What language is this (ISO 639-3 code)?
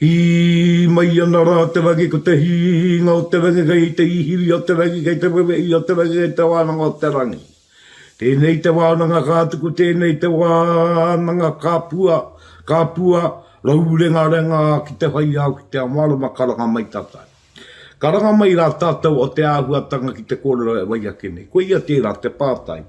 mri